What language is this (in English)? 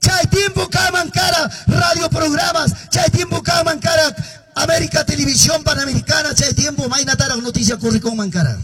Quechua